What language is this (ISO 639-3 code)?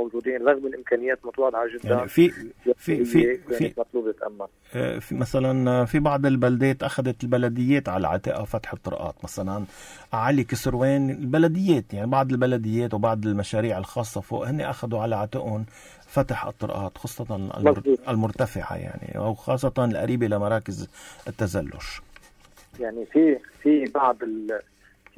apc